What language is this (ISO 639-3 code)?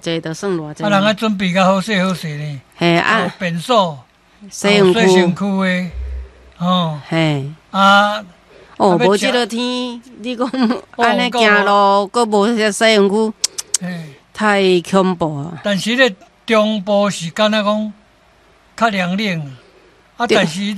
nan